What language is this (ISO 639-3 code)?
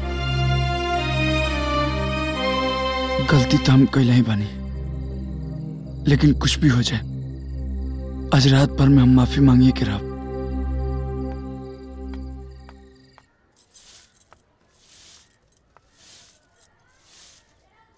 bho